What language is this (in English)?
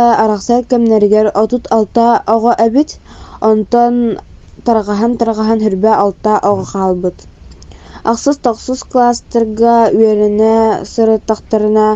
Yakut